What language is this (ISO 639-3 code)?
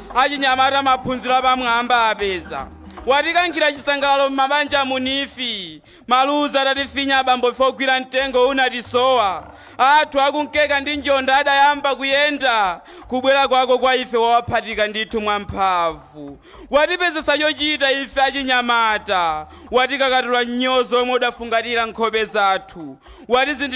nya